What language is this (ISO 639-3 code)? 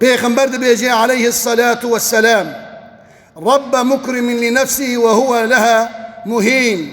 kur